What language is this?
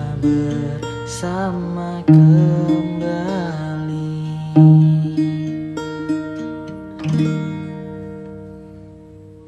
Indonesian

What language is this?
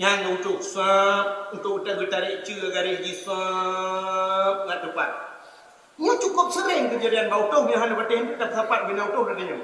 Achinese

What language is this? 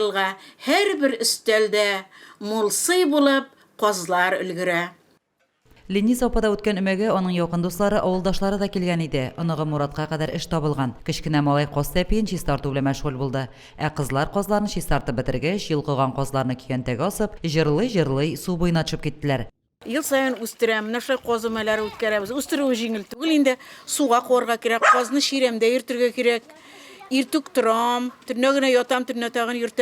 Tatar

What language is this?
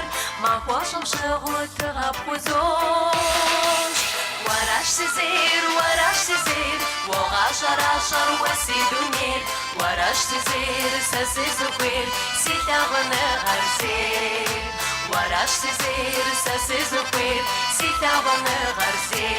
Kabardian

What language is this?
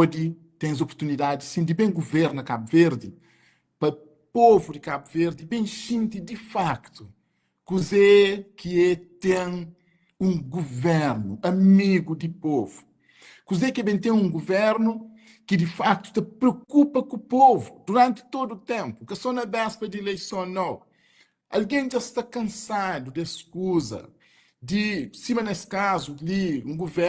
Kabuverdianu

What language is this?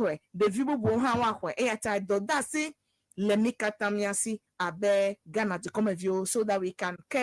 Ewe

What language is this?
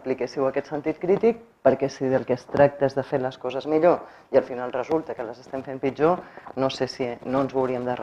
Catalan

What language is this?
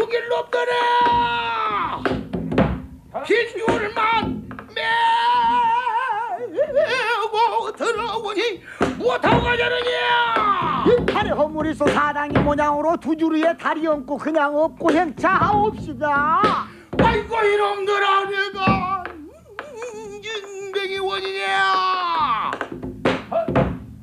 Korean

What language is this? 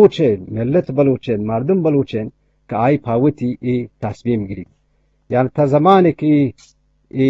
Eastern Balochi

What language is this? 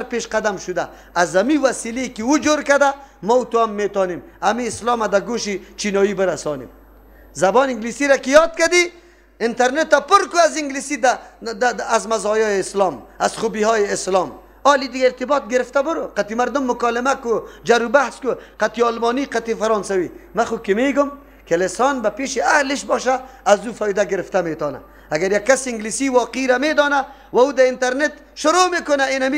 Persian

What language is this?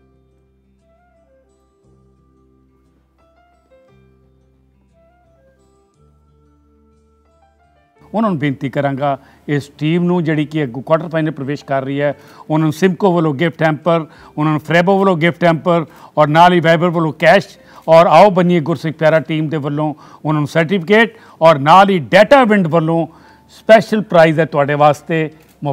Punjabi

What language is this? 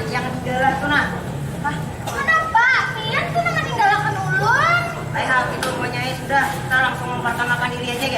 Banjar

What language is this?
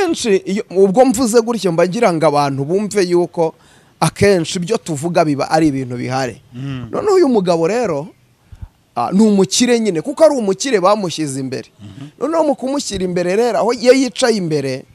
Kinyarwanda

